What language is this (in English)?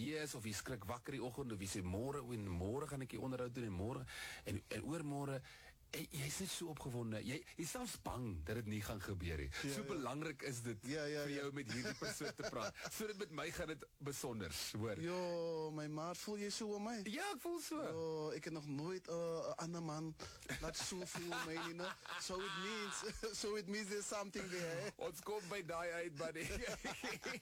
Afrikaans